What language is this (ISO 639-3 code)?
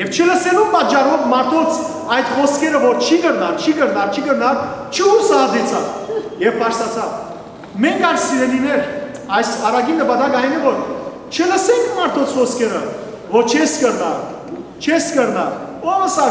hyw